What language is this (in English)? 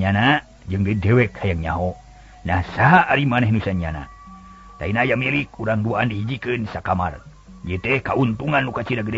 Sundanese